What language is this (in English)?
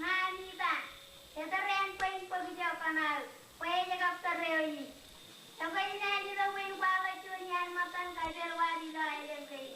Marshallese